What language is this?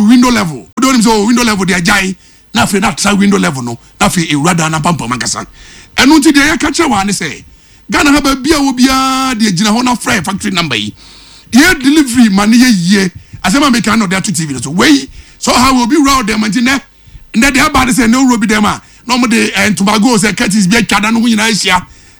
Akan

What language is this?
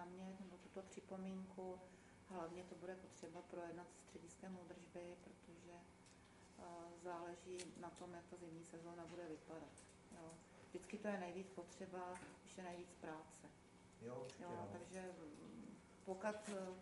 Czech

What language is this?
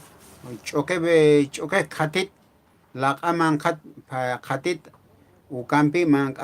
Aymara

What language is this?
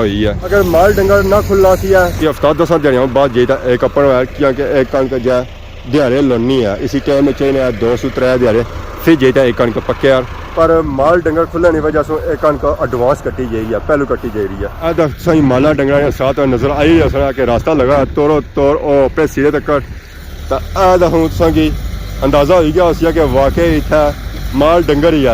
Pahari-Potwari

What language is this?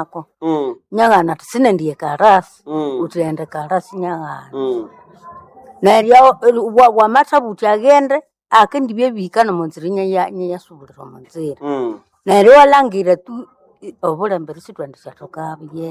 Nande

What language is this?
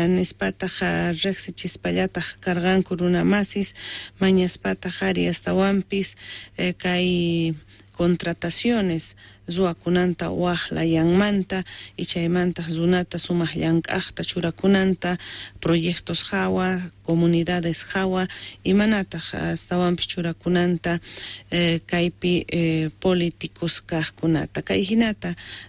South Bolivian Quechua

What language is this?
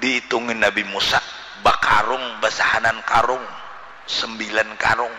Banjar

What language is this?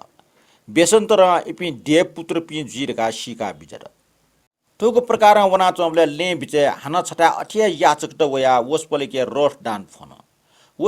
Newari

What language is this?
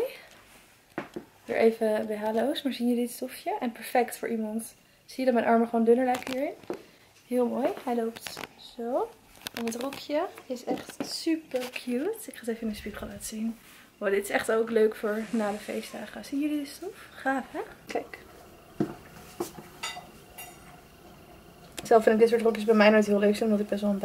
Dutch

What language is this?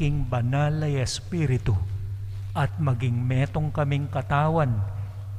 Pampanga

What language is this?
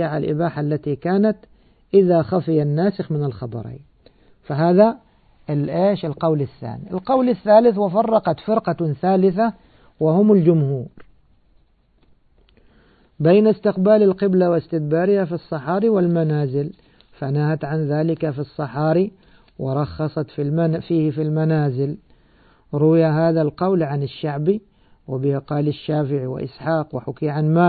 Arabic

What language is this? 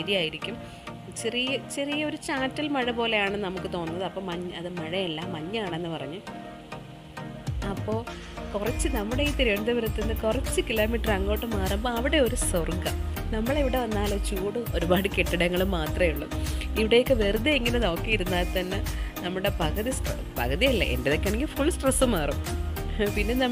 Malayalam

